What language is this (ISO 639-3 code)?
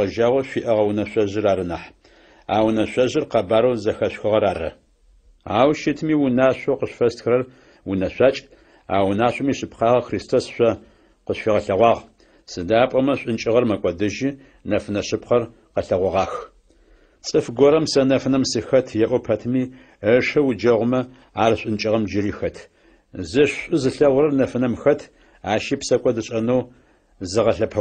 ady